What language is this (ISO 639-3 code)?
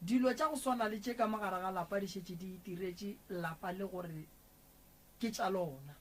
nso